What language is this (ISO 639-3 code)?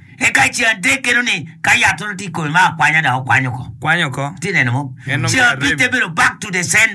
ach